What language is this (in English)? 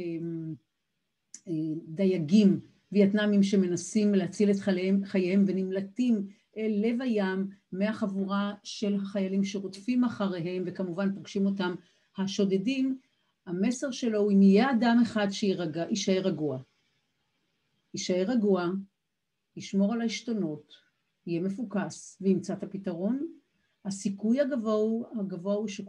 Hebrew